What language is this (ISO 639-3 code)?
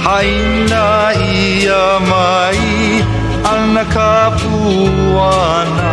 haw